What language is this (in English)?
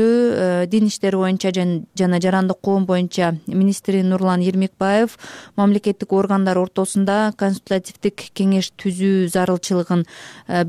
Kyrgyz